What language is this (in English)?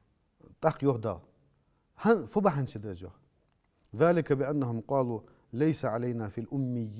Ingush